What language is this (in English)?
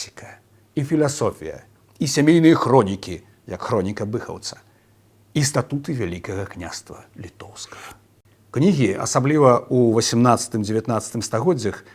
Belarusian